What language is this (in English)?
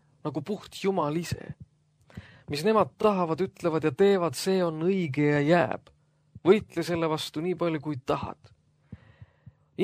Estonian